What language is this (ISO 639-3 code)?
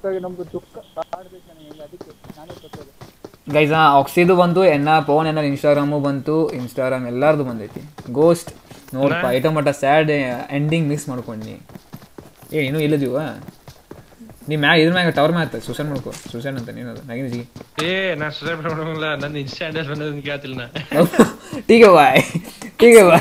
kan